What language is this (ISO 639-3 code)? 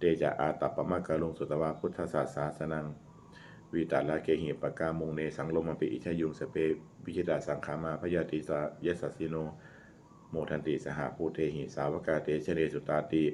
pli